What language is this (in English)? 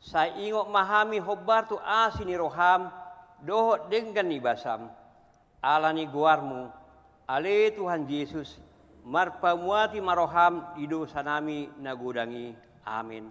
Batak Toba